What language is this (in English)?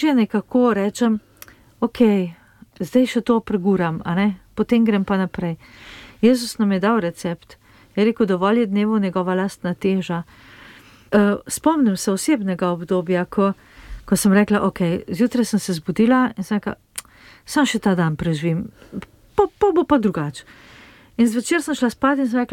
Slovenian